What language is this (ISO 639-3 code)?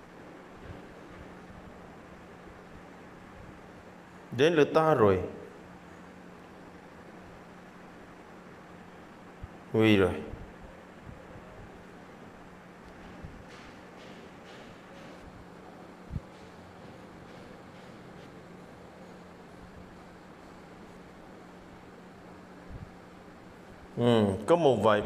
vie